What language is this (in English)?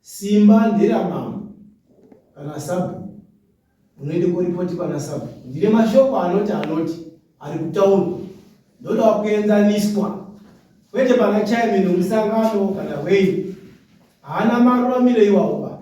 Shona